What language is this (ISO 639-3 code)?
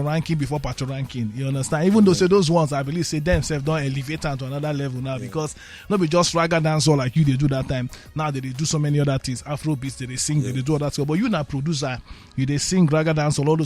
pcm